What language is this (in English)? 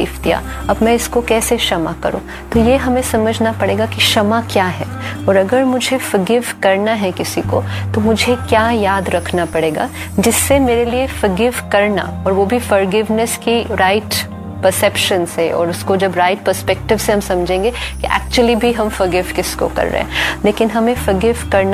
Hindi